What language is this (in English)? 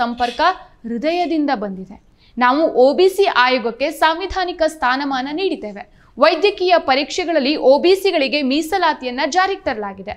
Kannada